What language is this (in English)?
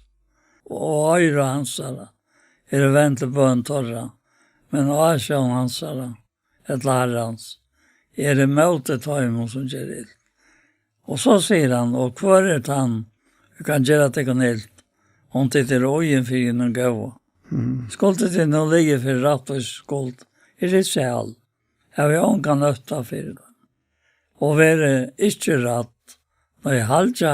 Faroese